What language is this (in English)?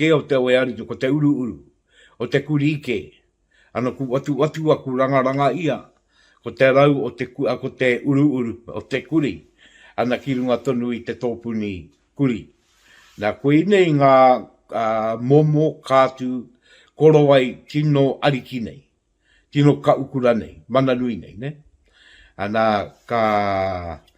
Māori